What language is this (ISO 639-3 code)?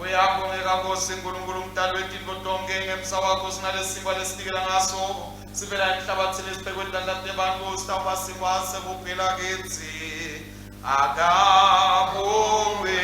ssw